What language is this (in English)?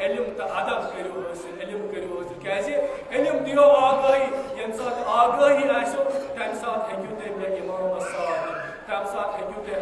Kashmiri